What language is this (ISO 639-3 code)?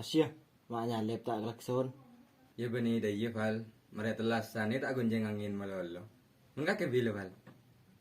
mad